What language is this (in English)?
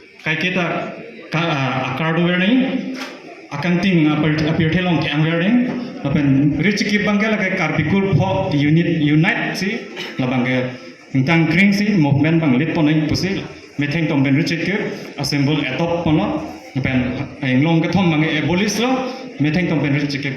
Karbi